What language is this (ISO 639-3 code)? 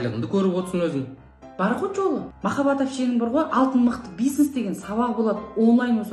kaz